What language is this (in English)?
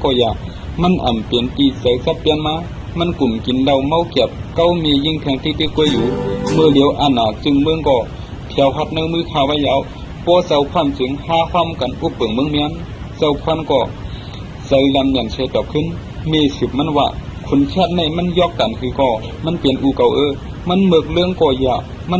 Shan